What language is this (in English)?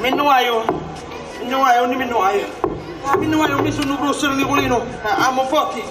Sicilian